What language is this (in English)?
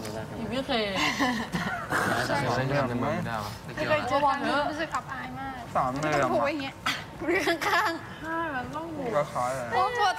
Thai